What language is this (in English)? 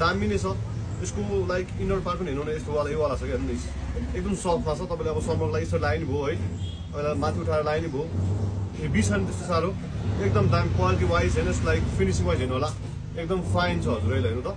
Nepali